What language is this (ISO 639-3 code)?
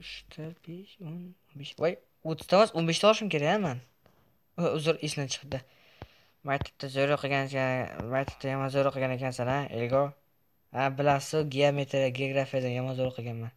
uzb